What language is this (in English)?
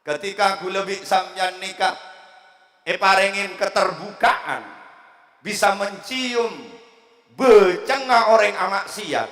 Madurese